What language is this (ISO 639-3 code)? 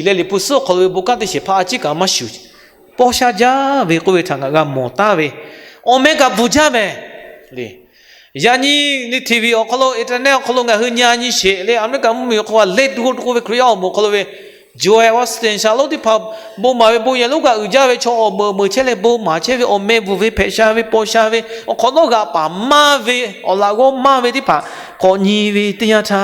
lhu